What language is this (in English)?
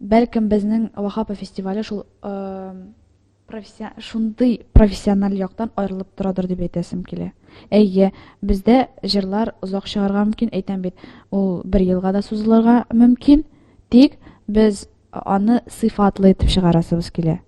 Tatar